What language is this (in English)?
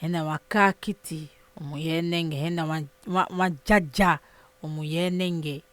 Saramaccan